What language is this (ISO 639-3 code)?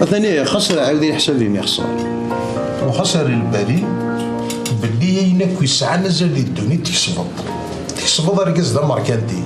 kab